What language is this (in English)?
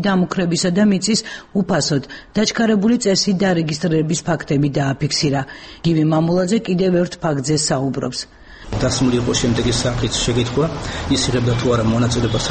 Georgian